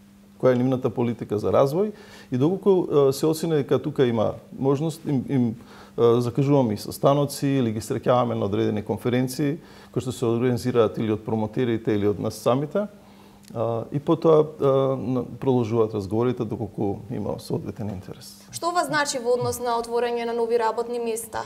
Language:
Macedonian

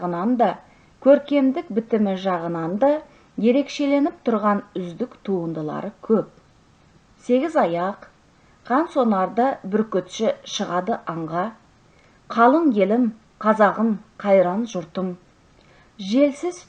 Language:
Kazakh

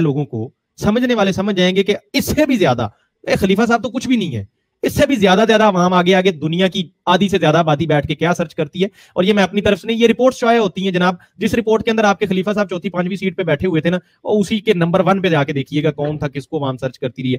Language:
Urdu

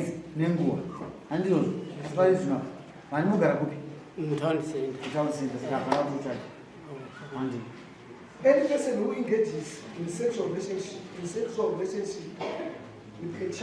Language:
Shona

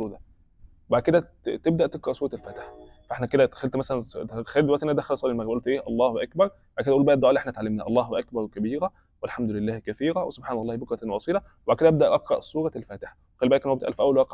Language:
Egyptian Arabic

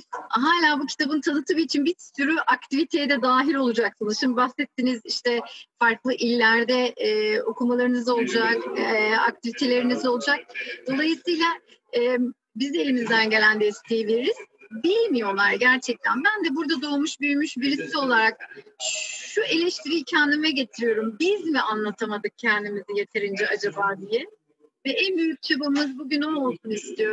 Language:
Turkish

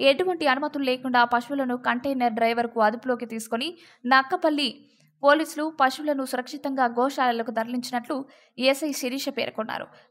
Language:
Telugu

